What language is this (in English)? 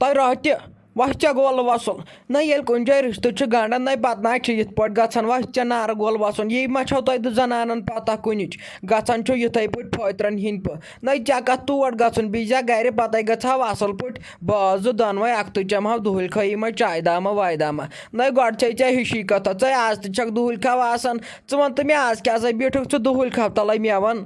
Kashmiri